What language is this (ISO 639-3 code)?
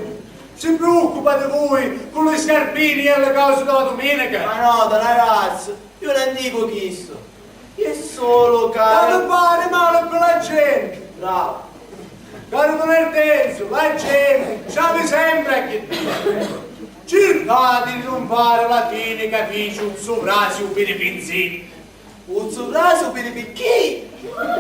scn